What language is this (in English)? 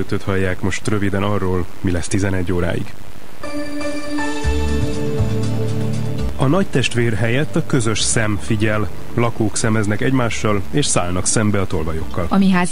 Hungarian